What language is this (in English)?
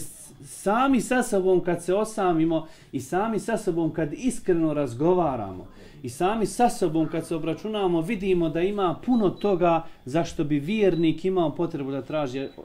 Bosnian